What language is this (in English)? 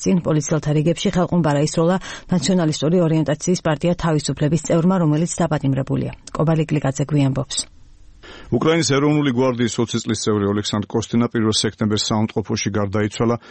Georgian